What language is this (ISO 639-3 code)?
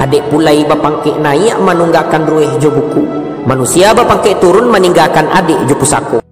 min